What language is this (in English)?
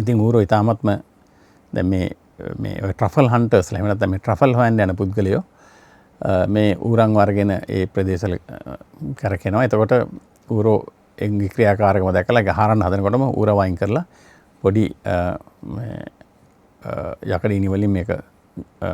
Sinhala